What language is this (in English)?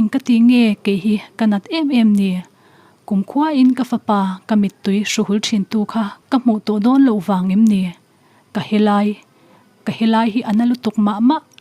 Mizo